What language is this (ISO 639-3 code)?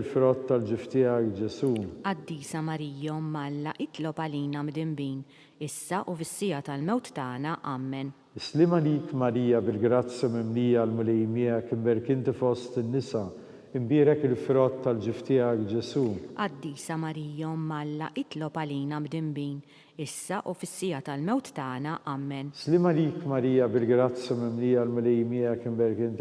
mlt